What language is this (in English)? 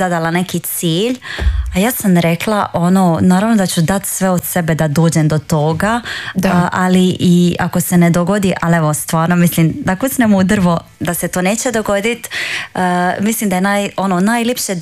Croatian